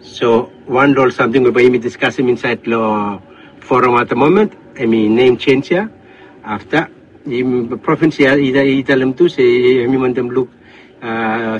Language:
Bislama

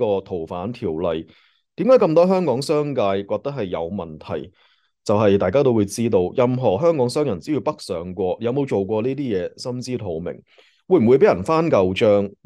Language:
Cantonese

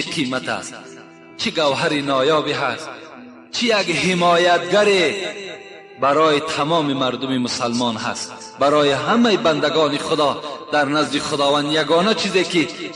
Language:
Tajik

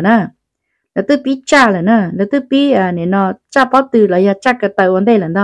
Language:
Hmong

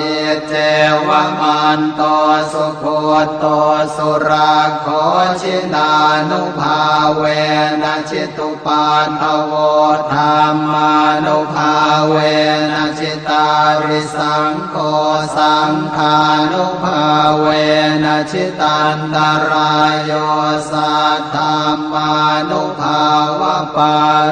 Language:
Pali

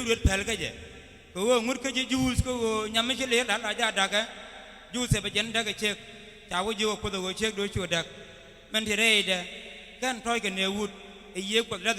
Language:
Nuer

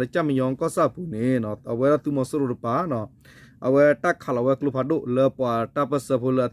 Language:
S'gaw Karen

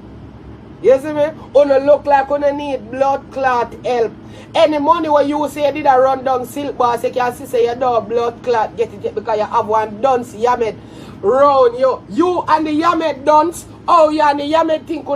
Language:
Jamaican Creole English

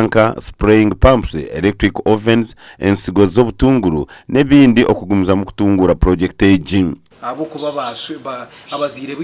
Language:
Nyankole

